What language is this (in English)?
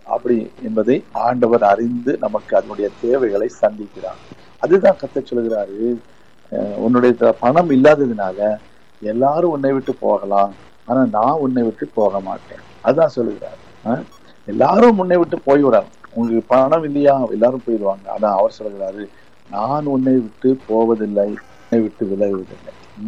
Tamil